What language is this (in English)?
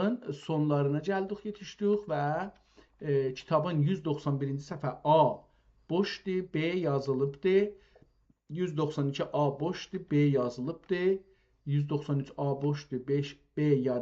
South Azerbaijani